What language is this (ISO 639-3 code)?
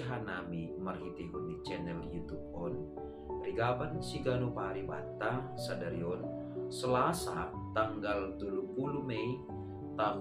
bts